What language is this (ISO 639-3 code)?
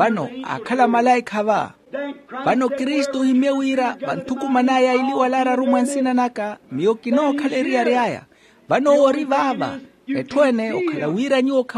vmw